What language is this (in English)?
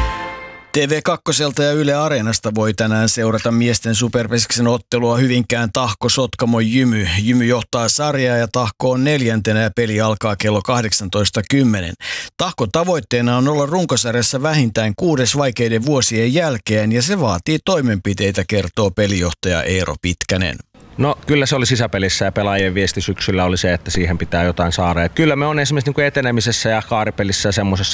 Finnish